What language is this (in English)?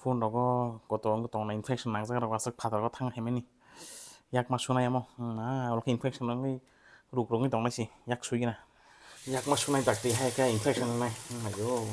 Kok Borok